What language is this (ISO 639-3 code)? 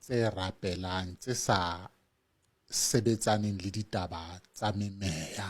sot